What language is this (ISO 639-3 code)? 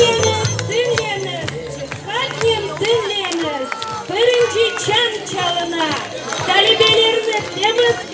crh